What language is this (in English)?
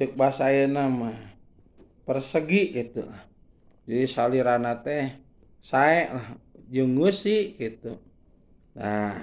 Sundanese